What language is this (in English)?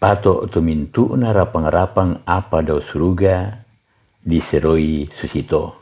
Toraja-Sa'dan